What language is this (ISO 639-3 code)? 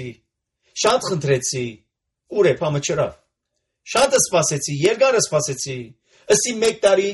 hye